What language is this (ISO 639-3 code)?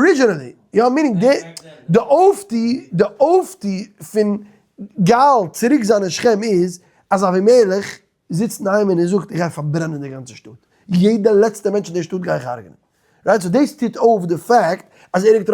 yid